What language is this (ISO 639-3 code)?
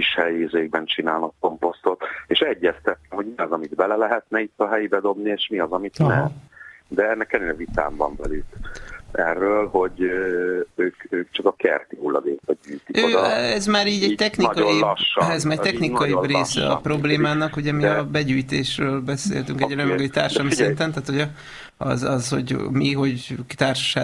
hun